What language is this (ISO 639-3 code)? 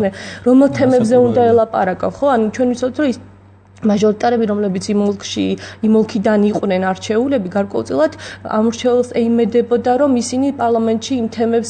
kat